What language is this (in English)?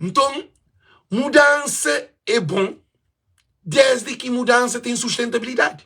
Kabuverdianu